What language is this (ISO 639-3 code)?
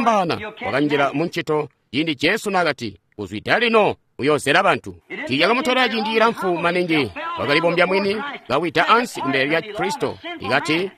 toi